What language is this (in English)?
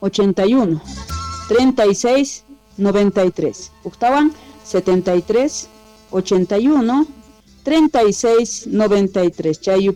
South Bolivian Quechua